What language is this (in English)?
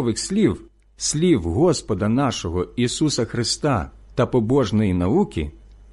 Ukrainian